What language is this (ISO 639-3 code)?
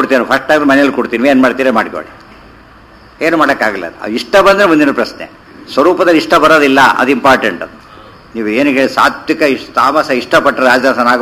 kan